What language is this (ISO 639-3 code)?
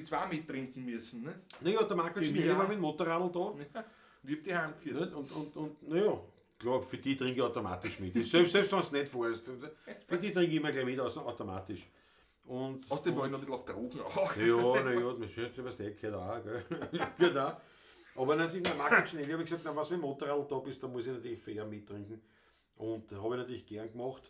bar